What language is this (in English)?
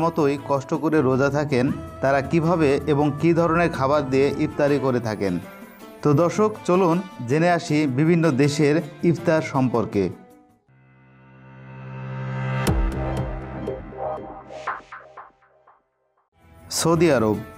Bangla